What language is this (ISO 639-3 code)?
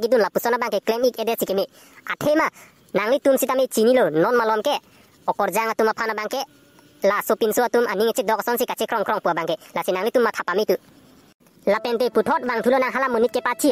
mjw